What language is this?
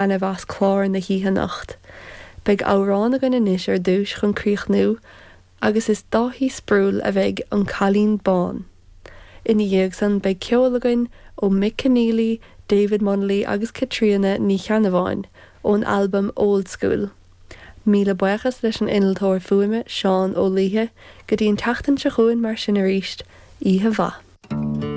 Irish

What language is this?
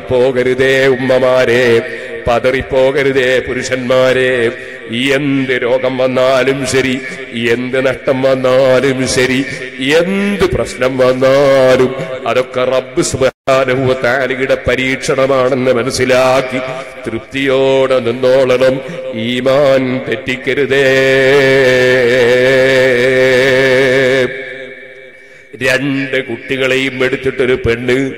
Malayalam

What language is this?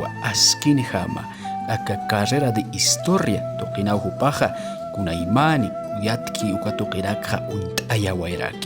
Aymara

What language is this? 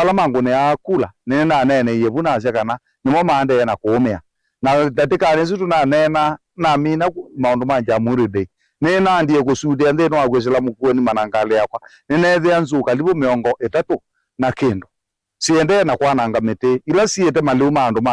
Kamba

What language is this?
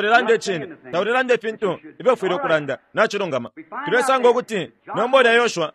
Bemba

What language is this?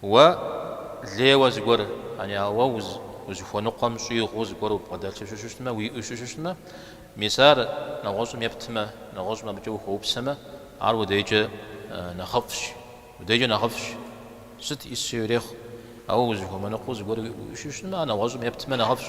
Kabardian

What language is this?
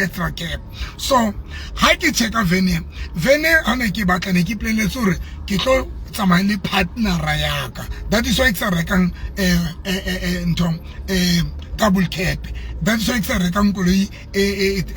Southern Sotho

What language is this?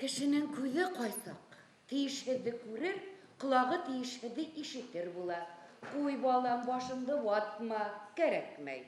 Bashkir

